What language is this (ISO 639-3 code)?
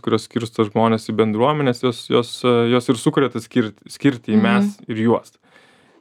lit